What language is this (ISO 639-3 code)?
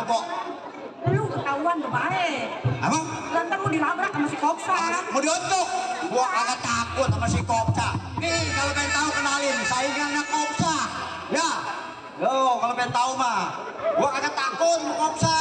bew